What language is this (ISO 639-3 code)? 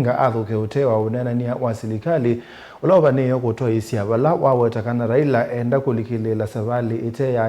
kam